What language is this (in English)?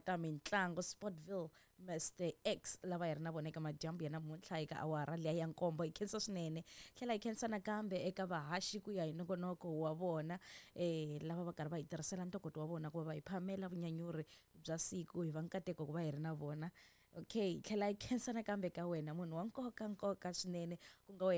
Tsonga